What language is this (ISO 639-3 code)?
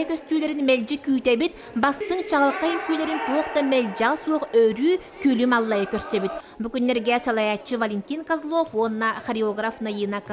sah